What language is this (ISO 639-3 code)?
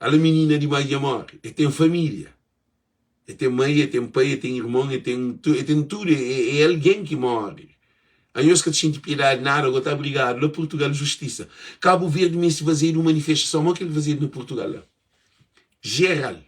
kea